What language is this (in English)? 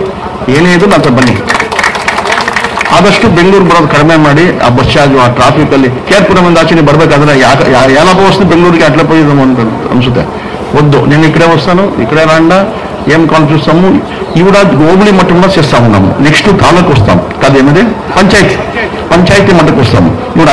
Kannada